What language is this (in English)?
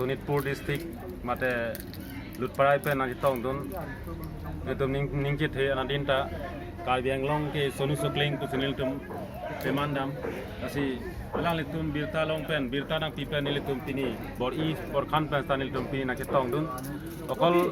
Karbi